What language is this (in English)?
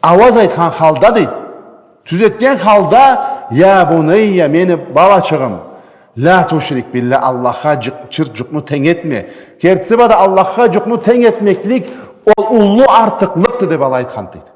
Karachay-Balkar